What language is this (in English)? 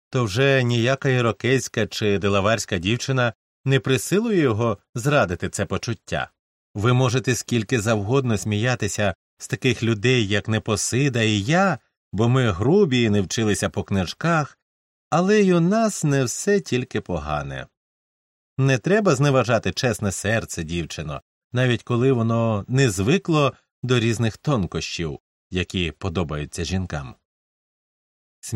Ukrainian